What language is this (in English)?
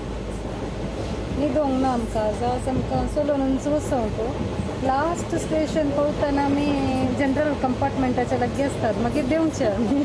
Konkani